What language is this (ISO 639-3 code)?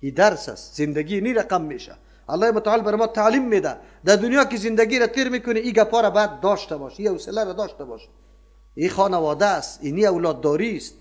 fas